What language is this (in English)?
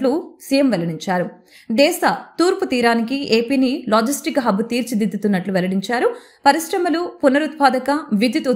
Telugu